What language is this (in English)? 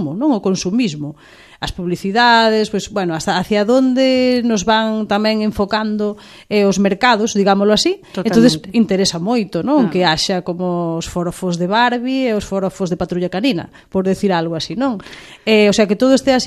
Galician